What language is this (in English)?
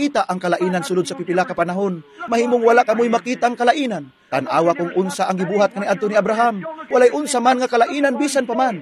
Cebuano